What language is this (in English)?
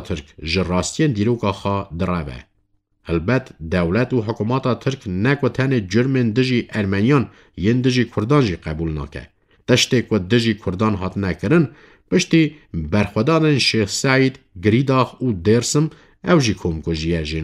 Kurdish